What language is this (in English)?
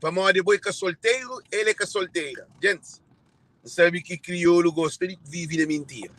Kabuverdianu